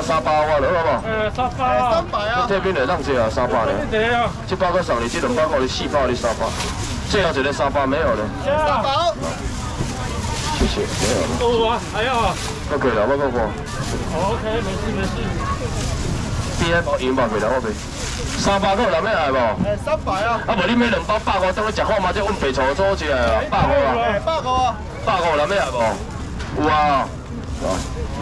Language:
Min Nan Chinese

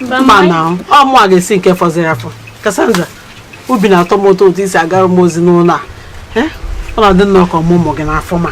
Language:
Igbo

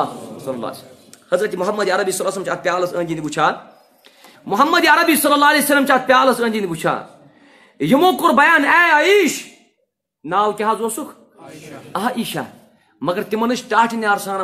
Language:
Kashmiri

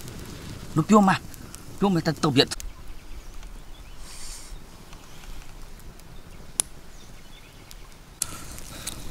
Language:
Vietnamese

